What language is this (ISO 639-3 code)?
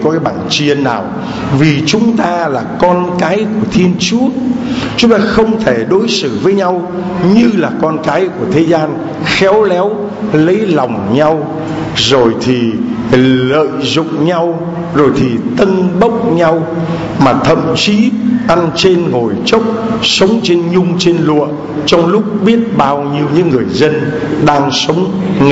vie